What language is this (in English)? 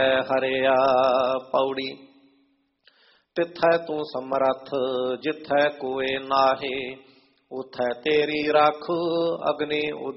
Punjabi